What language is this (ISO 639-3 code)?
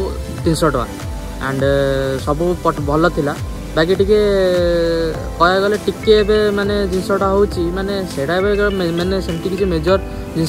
ori